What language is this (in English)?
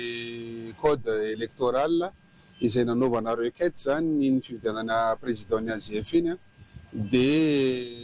Malagasy